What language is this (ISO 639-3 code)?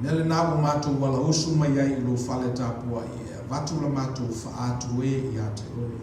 smo